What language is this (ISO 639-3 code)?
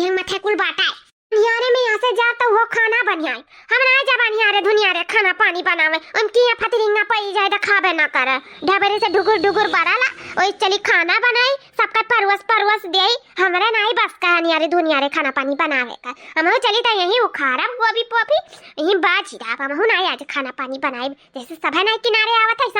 awa